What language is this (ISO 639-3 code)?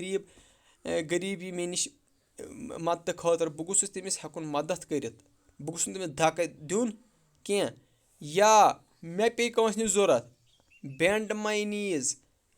kas